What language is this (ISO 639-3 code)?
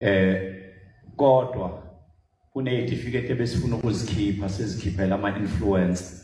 zul